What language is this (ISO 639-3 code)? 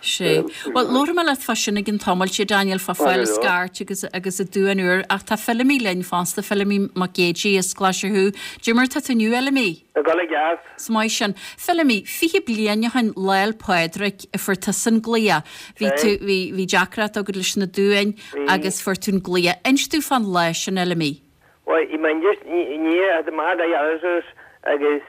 gle